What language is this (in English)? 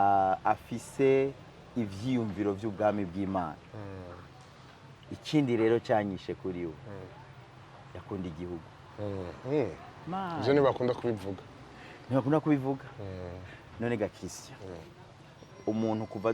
Rundi